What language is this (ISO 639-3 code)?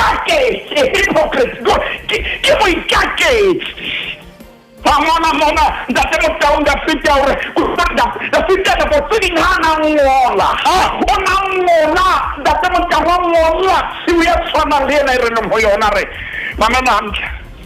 sot